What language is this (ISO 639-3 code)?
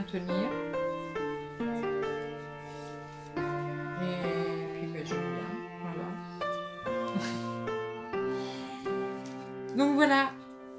fra